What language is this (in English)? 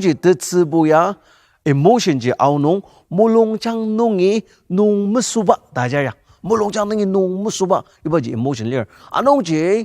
Ao Naga